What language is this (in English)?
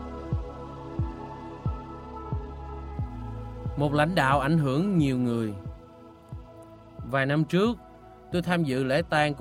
Vietnamese